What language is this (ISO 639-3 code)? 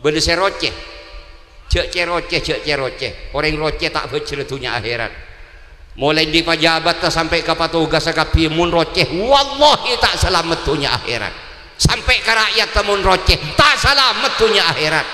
mad